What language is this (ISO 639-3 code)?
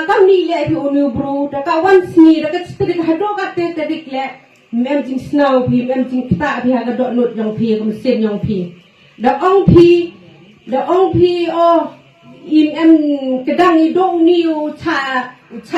kha